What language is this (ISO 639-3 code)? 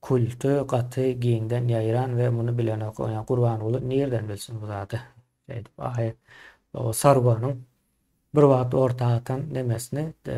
tuk